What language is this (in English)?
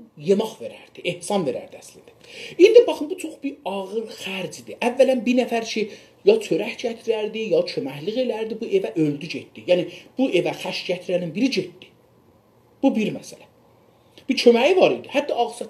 South Azerbaijani